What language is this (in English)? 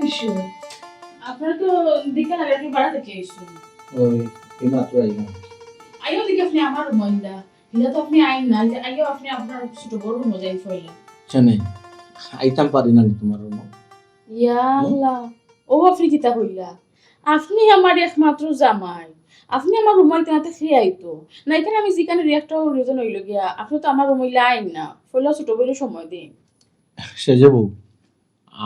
Sylheti